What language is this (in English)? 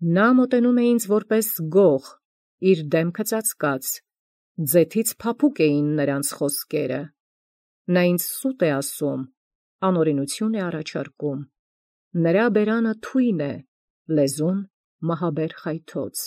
Armenian